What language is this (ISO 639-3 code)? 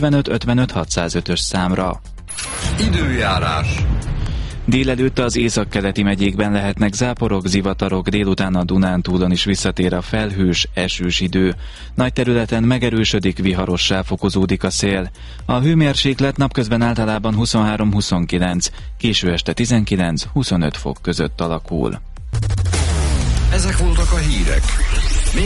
hun